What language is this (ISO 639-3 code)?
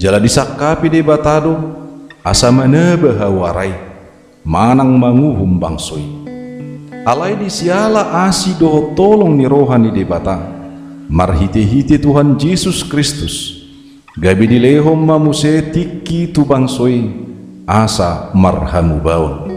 bbc